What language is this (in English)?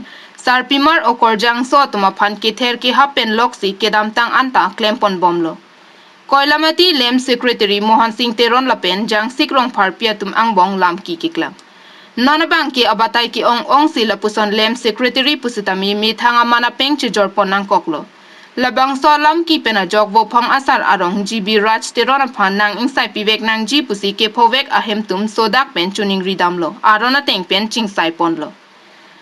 Karbi